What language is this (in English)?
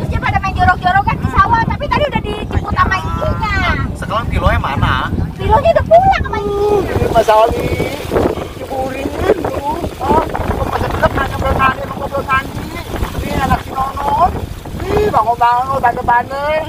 Betawi